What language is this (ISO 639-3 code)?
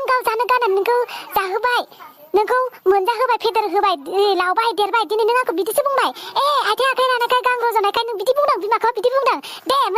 brx